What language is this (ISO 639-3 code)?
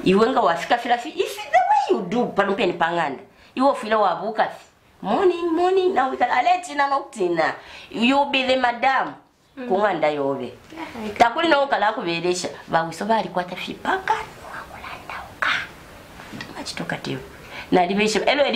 bem